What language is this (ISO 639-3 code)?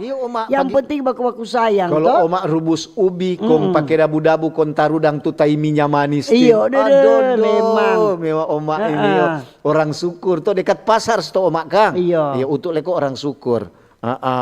xmm